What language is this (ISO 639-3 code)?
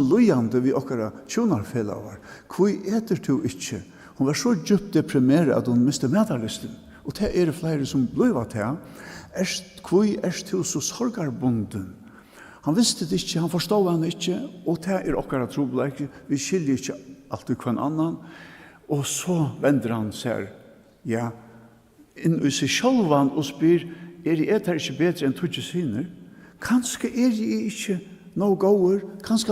fao